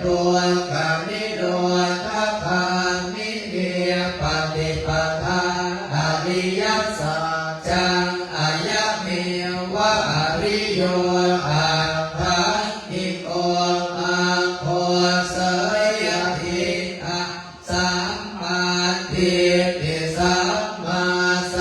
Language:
Pali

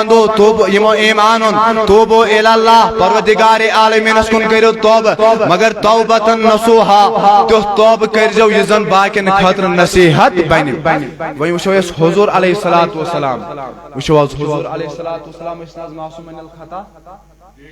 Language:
Kashmiri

